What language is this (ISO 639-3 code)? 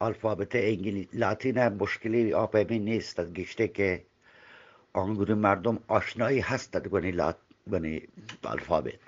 bgp